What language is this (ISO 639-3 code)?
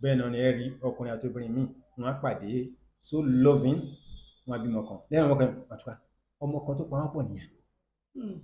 yor